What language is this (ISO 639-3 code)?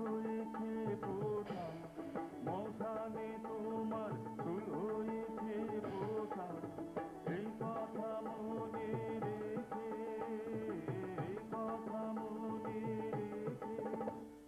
ben